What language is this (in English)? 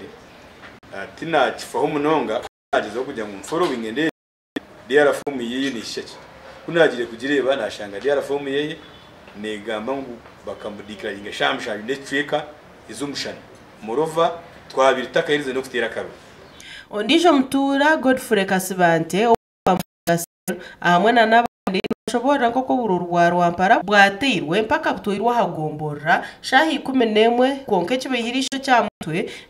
Nyankole